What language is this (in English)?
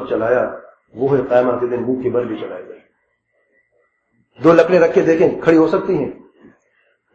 Urdu